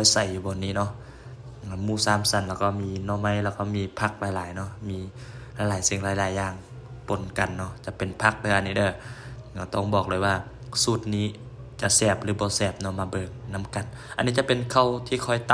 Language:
Lao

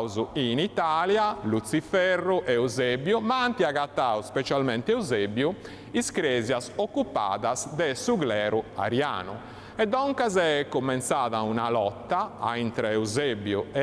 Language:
Sardinian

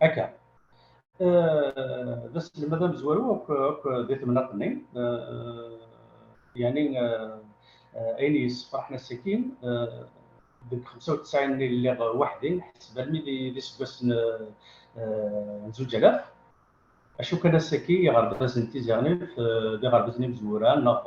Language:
Kabyle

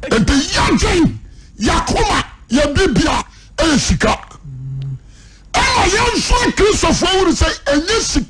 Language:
Akan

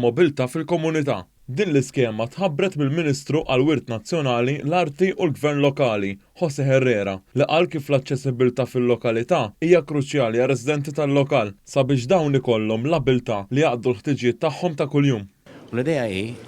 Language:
Maltese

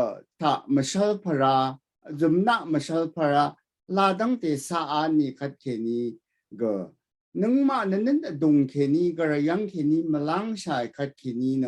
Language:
Rawang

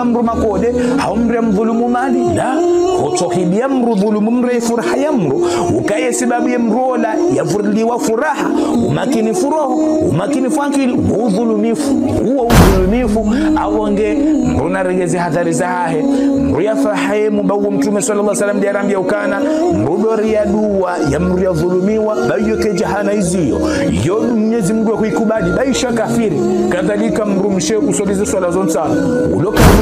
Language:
Ngazidja Comorian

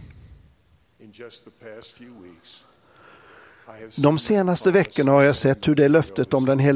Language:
Swedish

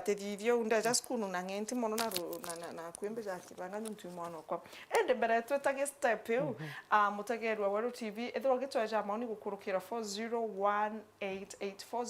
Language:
Meru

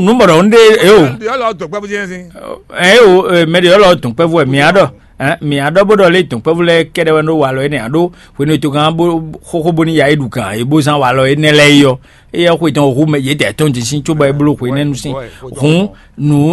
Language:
Fon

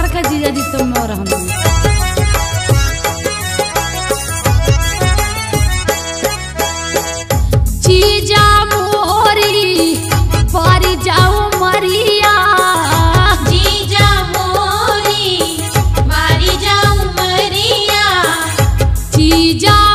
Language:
Bundeli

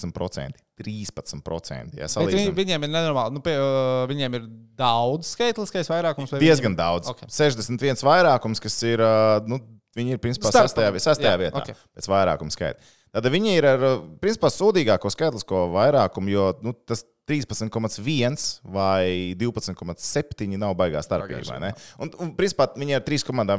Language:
Latvian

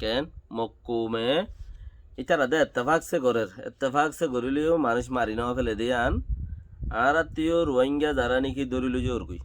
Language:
Rohingya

